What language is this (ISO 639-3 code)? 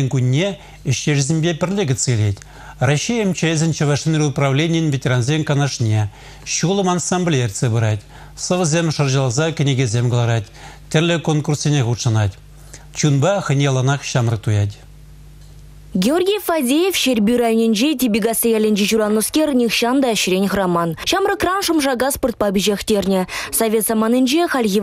chv